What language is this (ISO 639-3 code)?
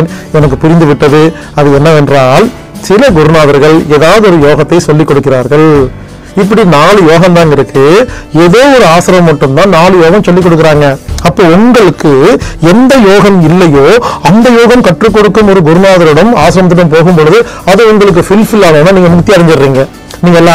tam